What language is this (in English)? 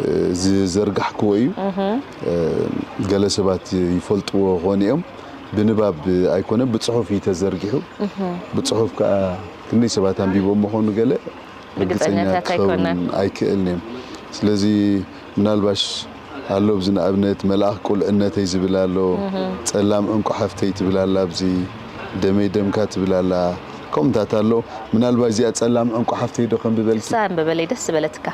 Tigrinya